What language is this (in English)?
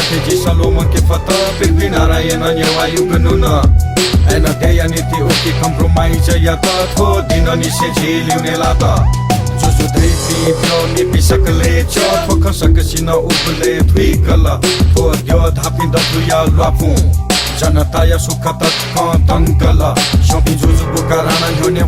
Newari